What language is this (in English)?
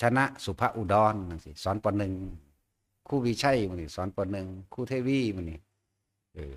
Northeastern Thai